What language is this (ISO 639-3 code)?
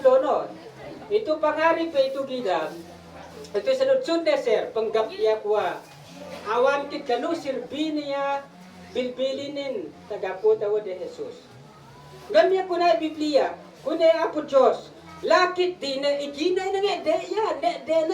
isd